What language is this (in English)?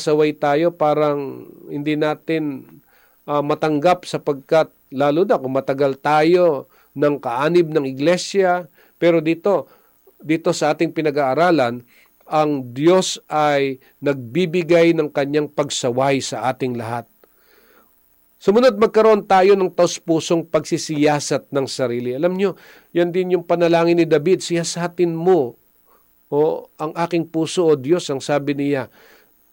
Filipino